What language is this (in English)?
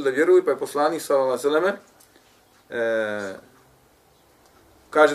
Bosnian